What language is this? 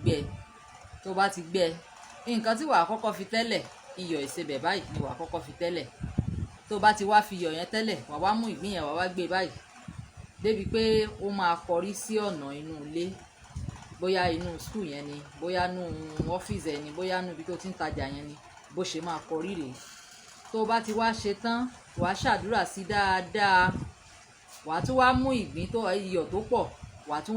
Yoruba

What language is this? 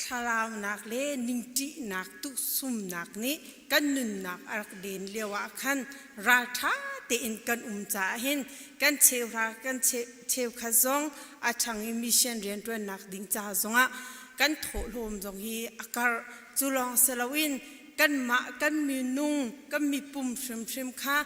Hakha Chin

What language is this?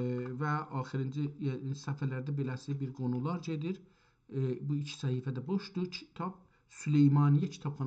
South Azerbaijani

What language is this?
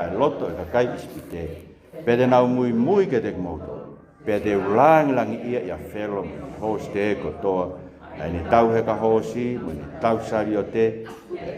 Tongan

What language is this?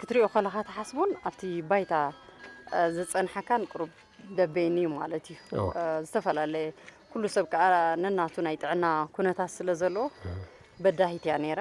Tigrinya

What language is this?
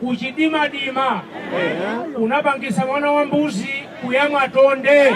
Nyanja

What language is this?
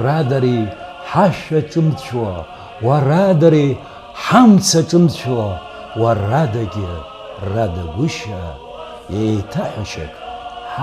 Abkhazian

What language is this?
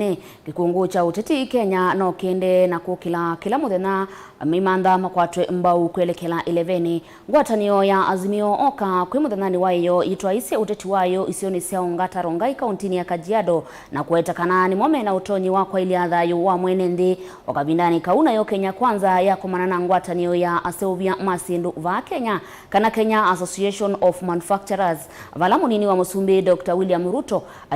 Kamba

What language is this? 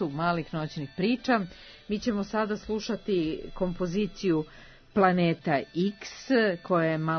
Serbian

